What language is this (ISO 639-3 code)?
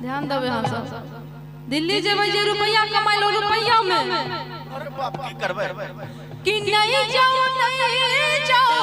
mai